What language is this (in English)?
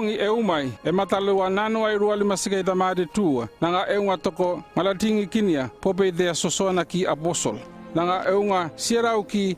North Efate